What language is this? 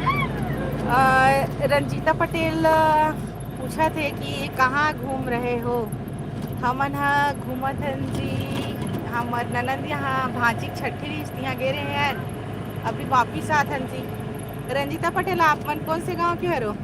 Chhattisgarhi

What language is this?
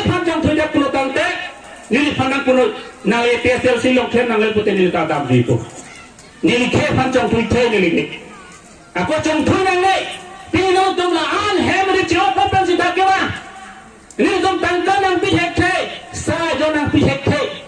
Karbi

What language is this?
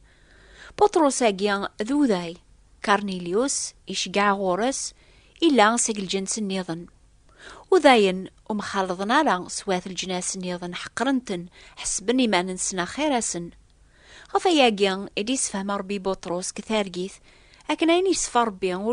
Kabyle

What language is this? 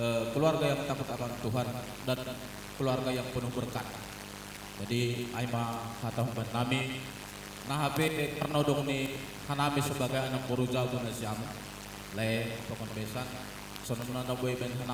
Batak Simalungun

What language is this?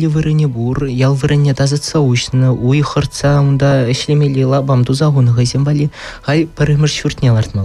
Chuvash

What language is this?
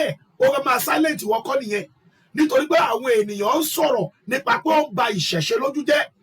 Yoruba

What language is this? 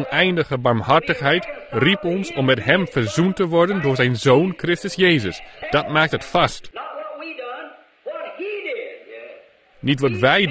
Dutch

